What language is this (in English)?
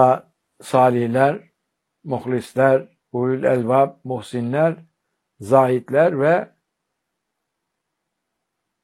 Turkish